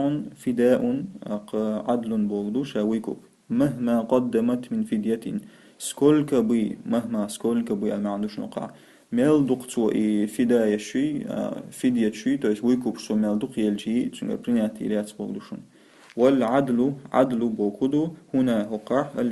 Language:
Chechen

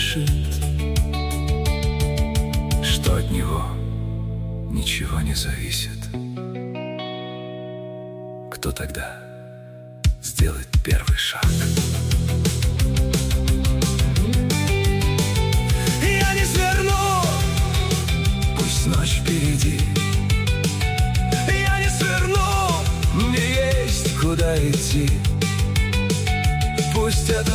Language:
Russian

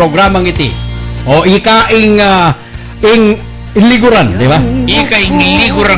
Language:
Pampanga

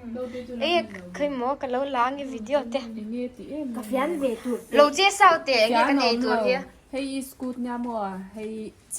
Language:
Mizo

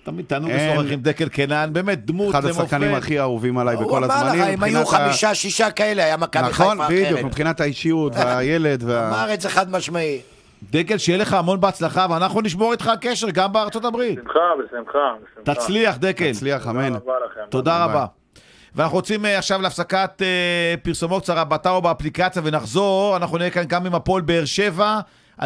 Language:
Hebrew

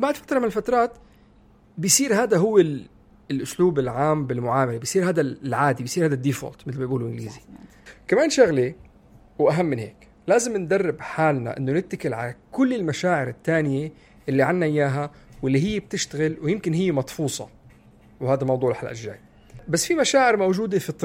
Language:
North Levantine Arabic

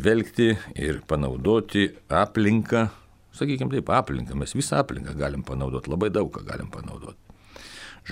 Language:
Lithuanian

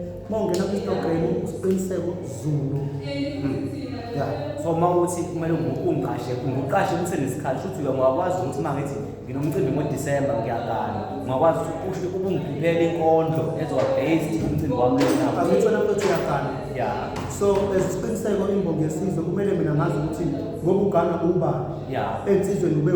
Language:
Zulu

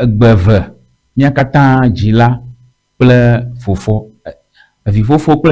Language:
Ewe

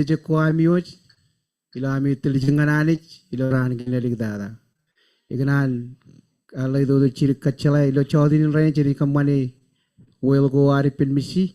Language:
Marshallese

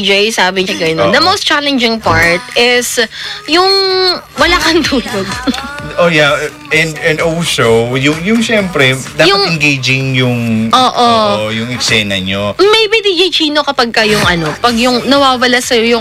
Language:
Filipino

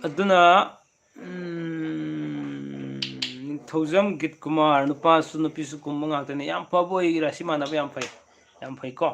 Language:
Manipuri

